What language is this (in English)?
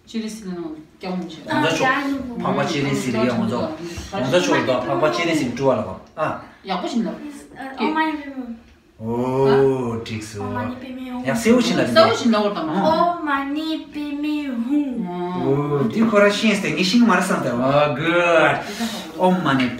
Tibetan